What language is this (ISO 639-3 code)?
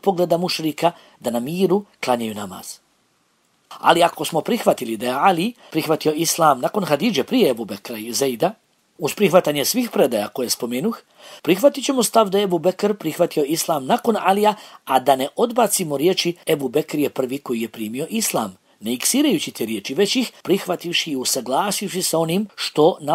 bos